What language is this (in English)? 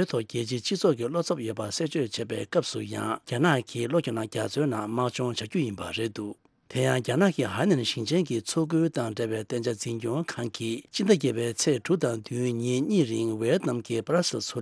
Tibetan